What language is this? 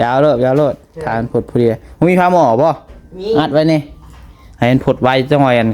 Northeastern Thai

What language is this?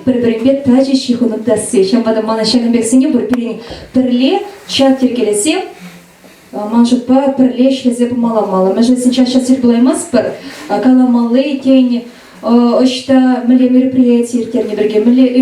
Chuvash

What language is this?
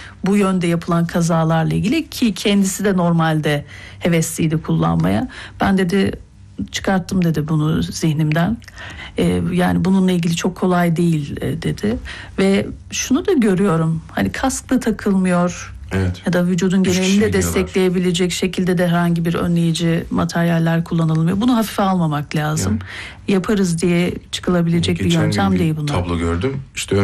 Turkish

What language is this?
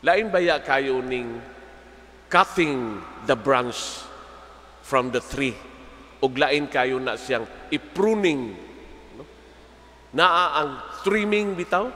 Cebuano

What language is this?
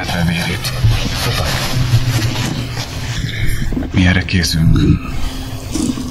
Hungarian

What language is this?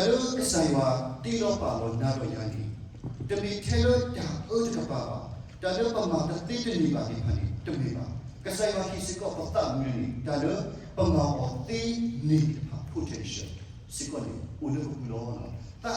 S'gaw Karen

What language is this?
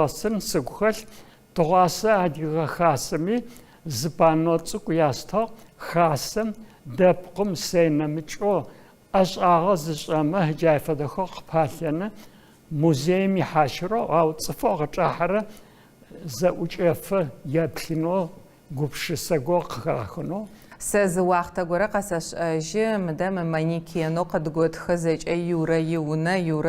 Adyghe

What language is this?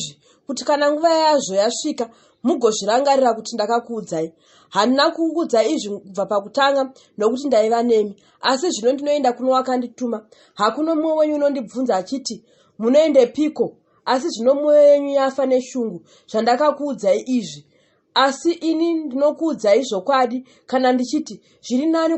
Shona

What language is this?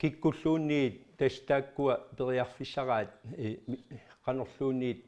Kalaallisut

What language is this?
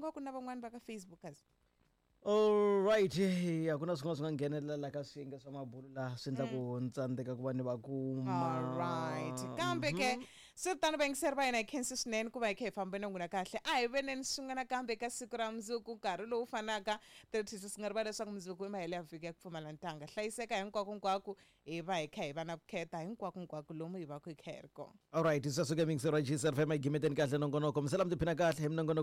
Tsonga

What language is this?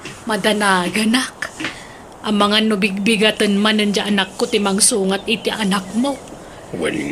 Iloko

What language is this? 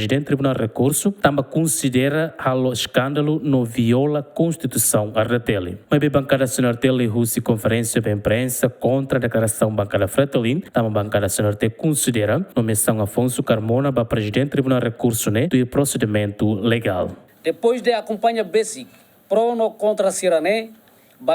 Tetum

